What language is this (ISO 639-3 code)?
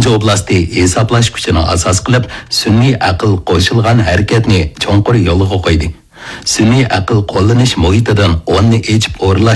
uig